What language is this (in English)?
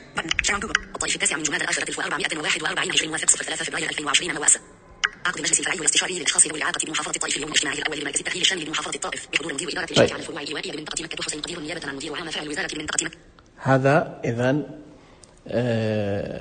Najdi Arabic